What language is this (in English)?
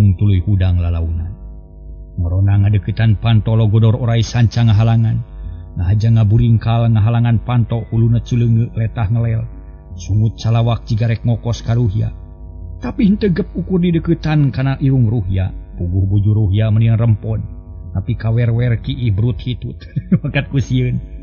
Sundanese